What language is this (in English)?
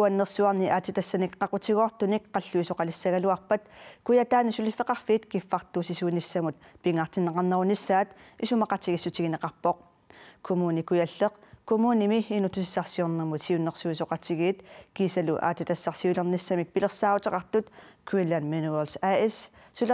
Kalaallisut